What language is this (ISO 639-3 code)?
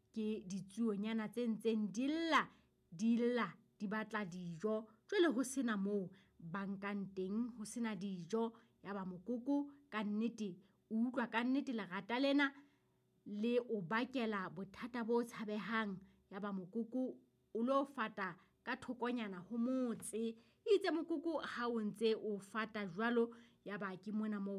sot